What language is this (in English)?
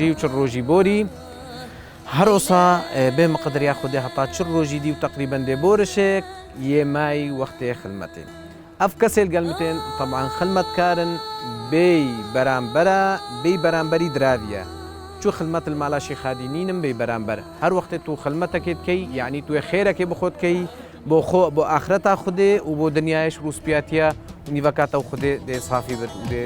Kurdish